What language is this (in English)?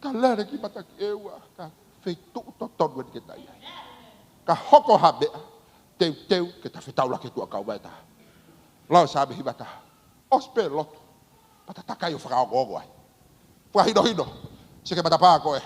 Tongan